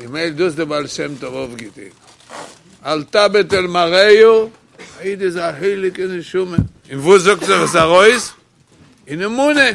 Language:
Yiddish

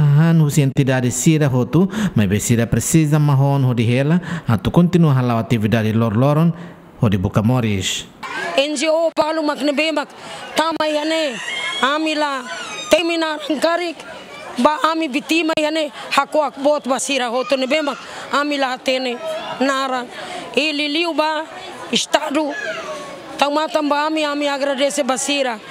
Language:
Tetum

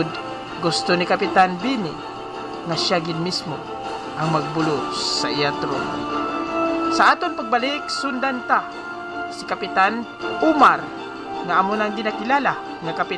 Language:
Hiligaynon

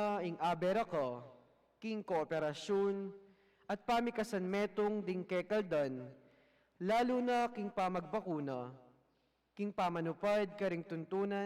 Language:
Pampanga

